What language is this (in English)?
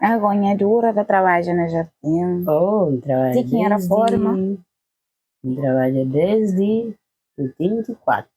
Kabuverdianu